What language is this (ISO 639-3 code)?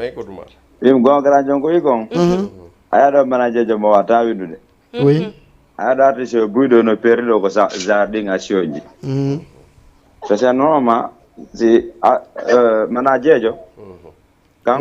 ful